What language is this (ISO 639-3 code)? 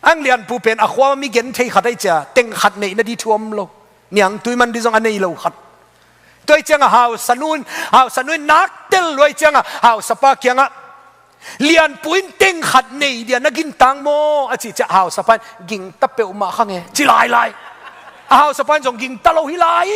ctd